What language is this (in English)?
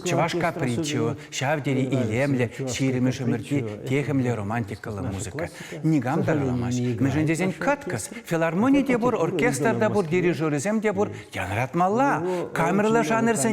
Chuvash